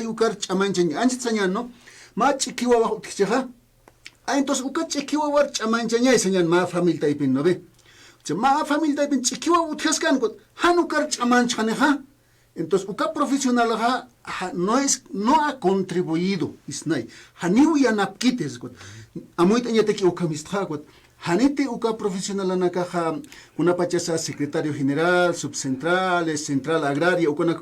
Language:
Aymara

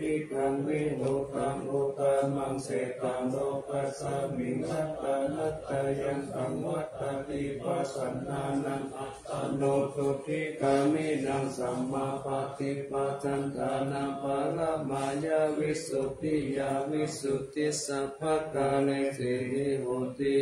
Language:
Pali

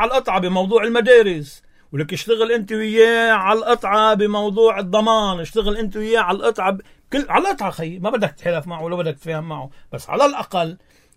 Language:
North Levantine Arabic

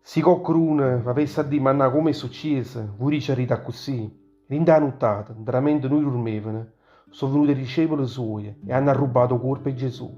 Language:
Neapolitan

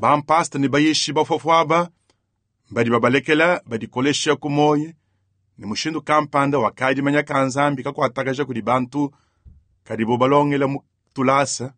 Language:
Luba-Lulua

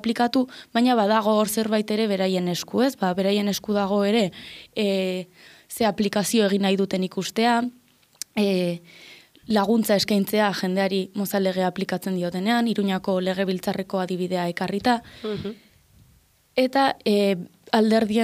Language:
Basque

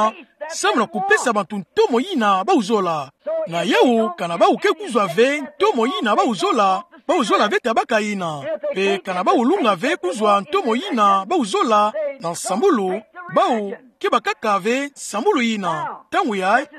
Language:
Kituba (Democratic Republic of Congo)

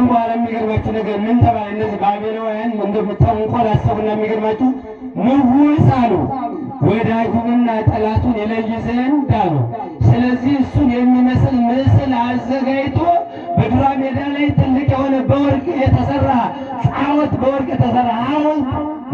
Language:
Amharic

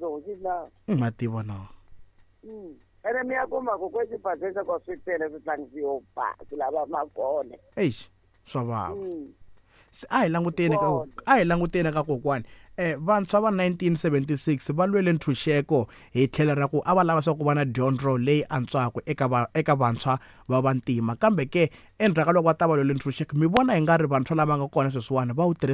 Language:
Tsonga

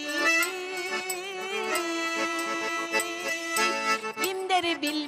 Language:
Kyrgyz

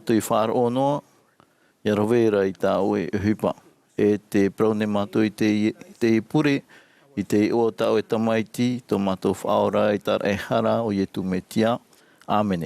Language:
Tahitian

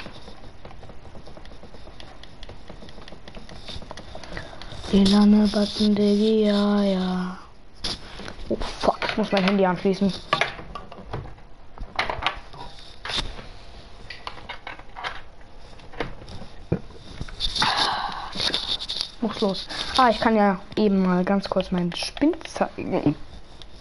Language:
German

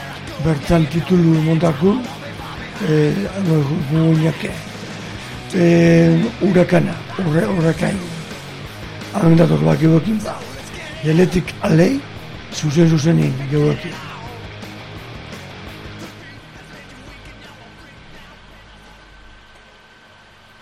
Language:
Basque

